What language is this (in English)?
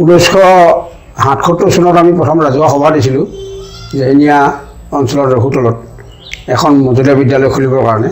Assamese